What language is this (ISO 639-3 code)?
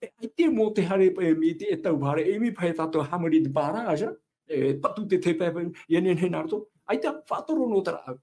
tah